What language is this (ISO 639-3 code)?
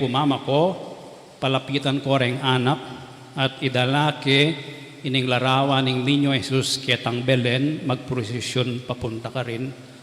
pam